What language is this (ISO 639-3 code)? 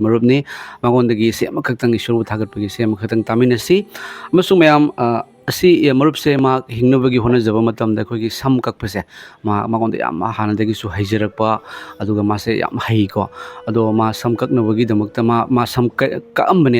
mni